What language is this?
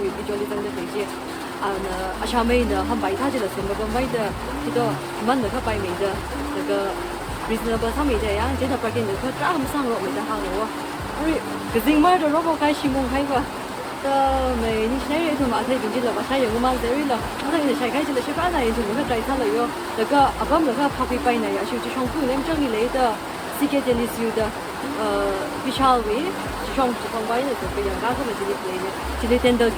Tangkhul Naga (India)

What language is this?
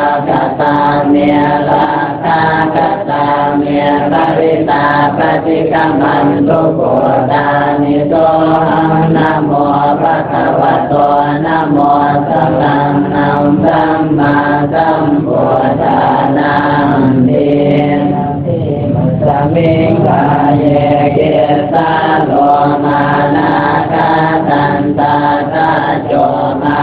Pali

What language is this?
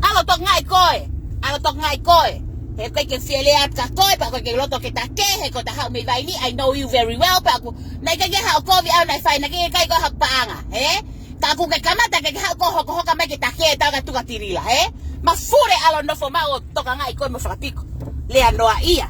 Tongan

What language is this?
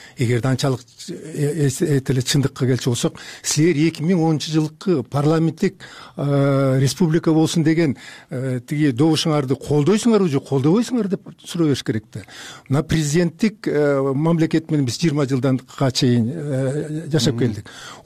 Kyrgyz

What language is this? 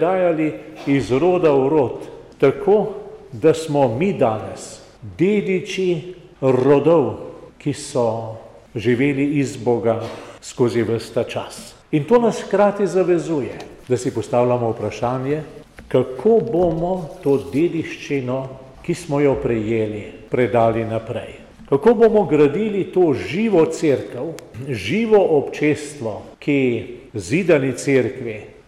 Slovenian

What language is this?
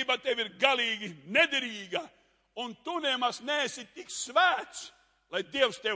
Latvian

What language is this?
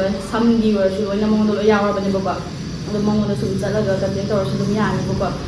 Manipuri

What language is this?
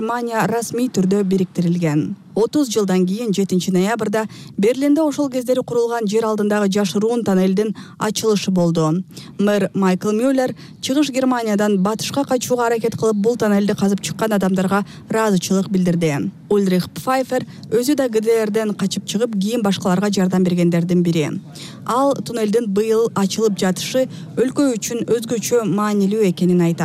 Kyrgyz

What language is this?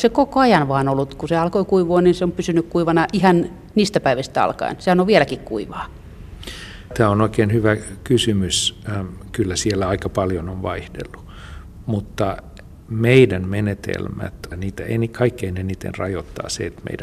Finnish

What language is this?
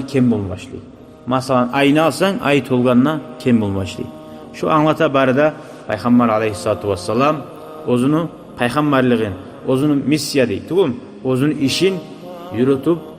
Kumyk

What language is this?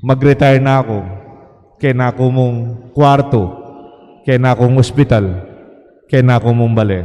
Pampanga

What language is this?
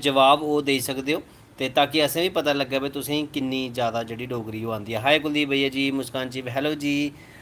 Dogri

